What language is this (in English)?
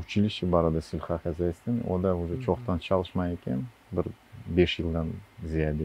Crimean Tatar